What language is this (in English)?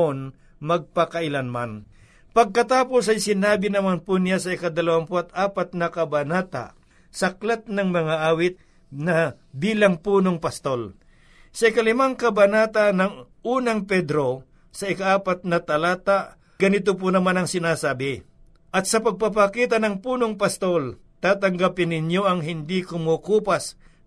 Filipino